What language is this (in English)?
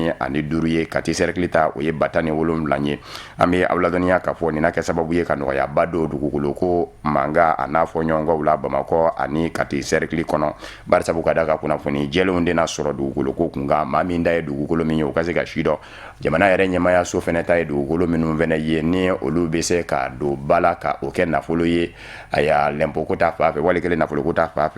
Bambara